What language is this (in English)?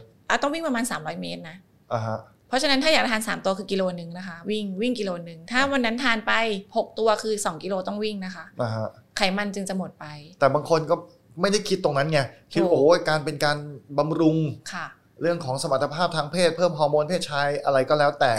Thai